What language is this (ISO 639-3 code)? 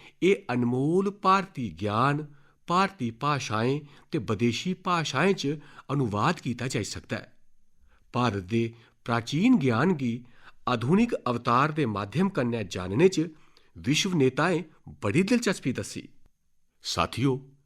doi